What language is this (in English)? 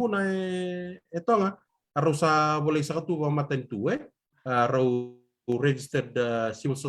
Fijian